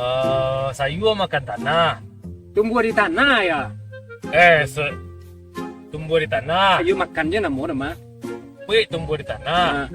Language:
Minangkabau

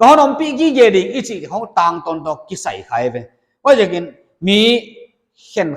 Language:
Paite Chin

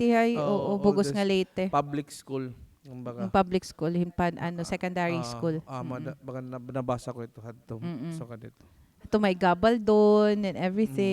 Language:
Waray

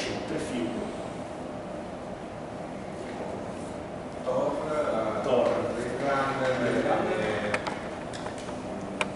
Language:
Italian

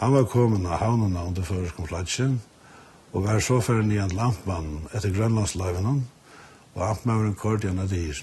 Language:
Faroese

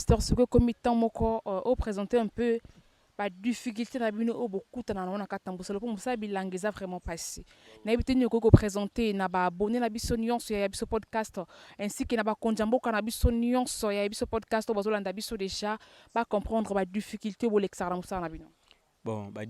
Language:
Lingala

